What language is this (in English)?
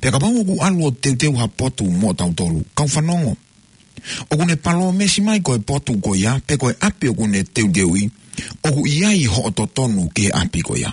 Tongan